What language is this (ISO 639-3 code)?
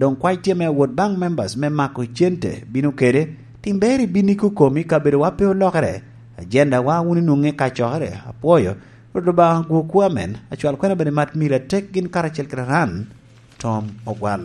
laj